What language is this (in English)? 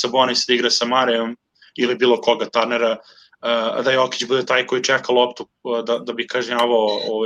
Serbian